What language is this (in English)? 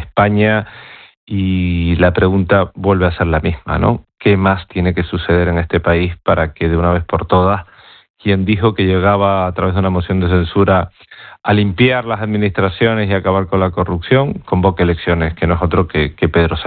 Spanish